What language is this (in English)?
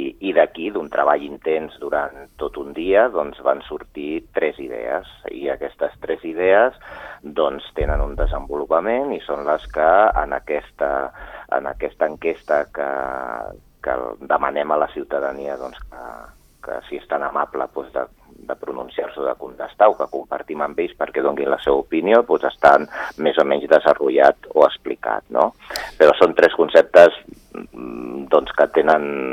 Catalan